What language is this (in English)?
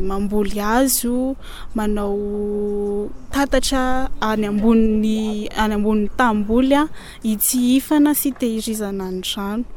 Malagasy